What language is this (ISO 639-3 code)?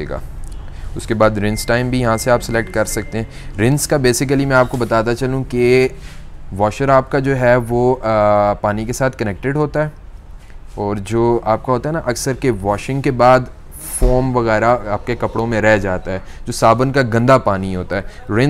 hin